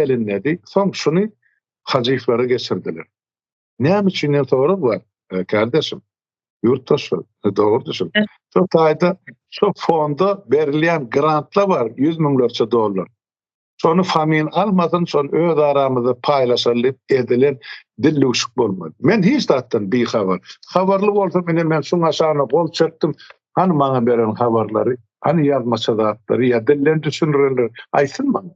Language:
Turkmen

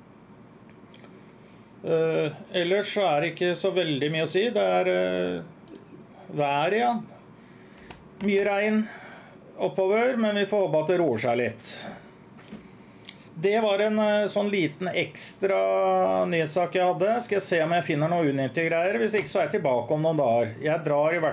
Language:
Norwegian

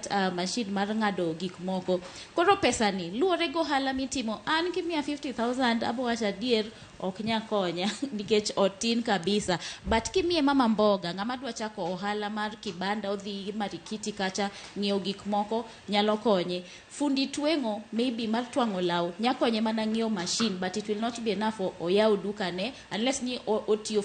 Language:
Luo (Kenya and Tanzania)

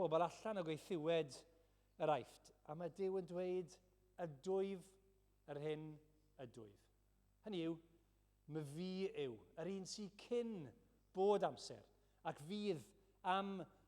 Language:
Welsh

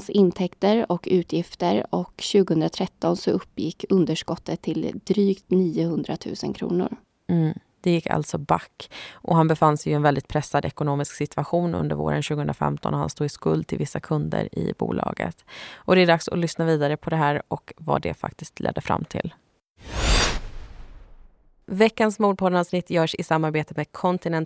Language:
Swedish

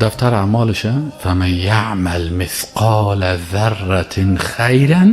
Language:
Persian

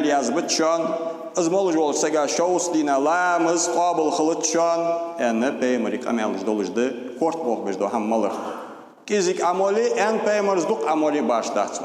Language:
Ingush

